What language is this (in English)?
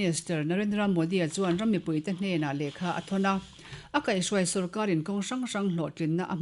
Mizo